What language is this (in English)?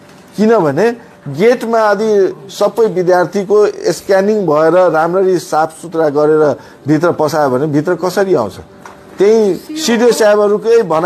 Nepali